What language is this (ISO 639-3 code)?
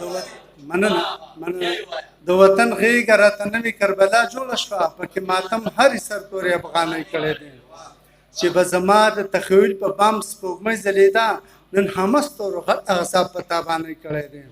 pus